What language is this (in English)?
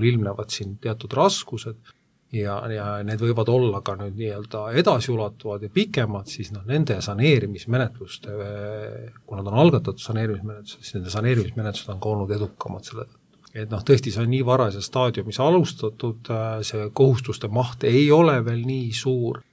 Estonian